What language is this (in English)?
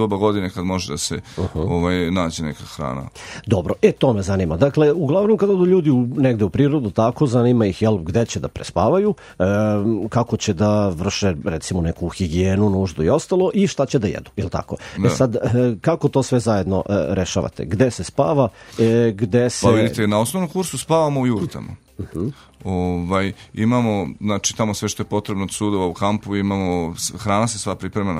Serbian